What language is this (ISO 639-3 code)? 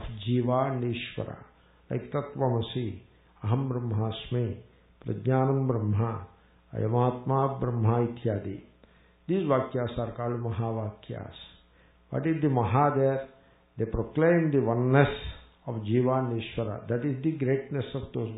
eng